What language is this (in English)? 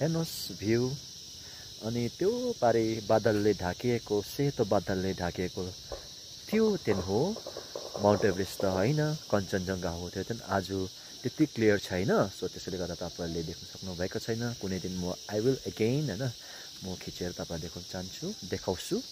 Nepali